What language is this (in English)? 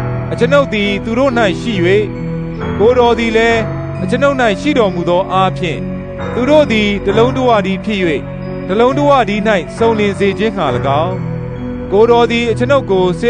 Burmese